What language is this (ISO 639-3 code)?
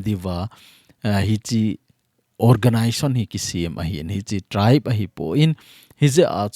tcz